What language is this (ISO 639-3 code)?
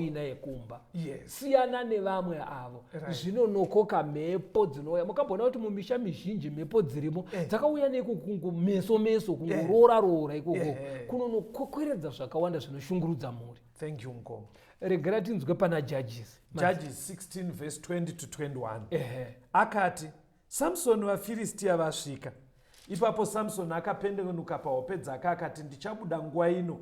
sna